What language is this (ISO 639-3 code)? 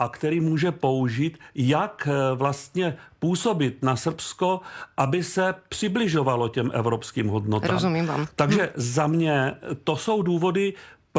ces